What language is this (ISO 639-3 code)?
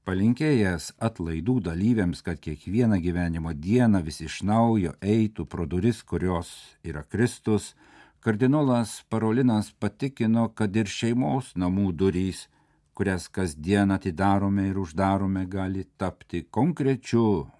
lit